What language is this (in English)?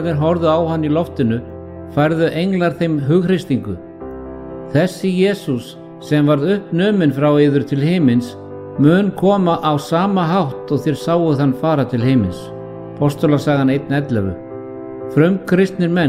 Icelandic